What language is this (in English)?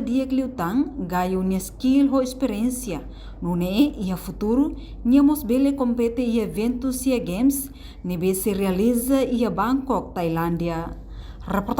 Tetum